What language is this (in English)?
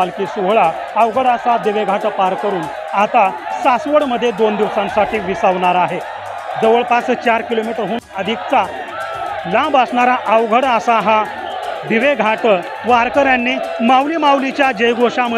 Marathi